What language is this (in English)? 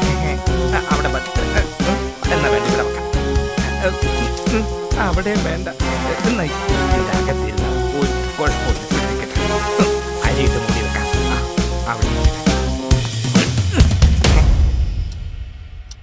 Malayalam